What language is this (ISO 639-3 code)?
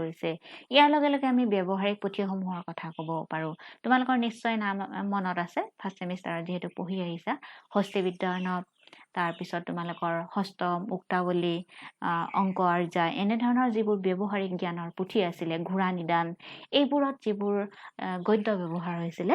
asm